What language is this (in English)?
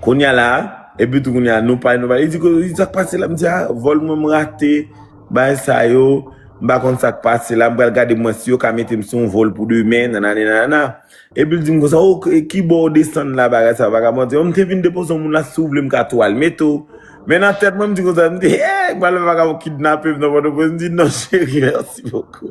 Haitian Creole